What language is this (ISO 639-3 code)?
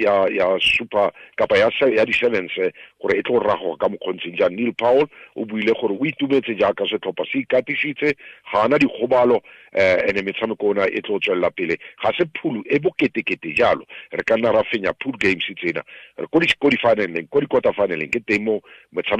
tsn